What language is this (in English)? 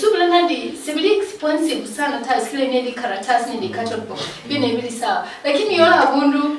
Luyia